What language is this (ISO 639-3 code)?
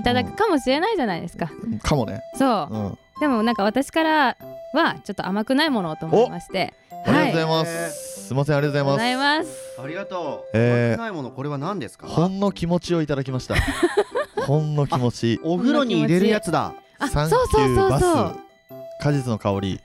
jpn